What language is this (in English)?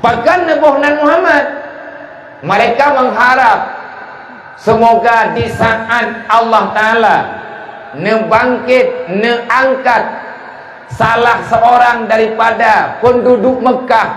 Achinese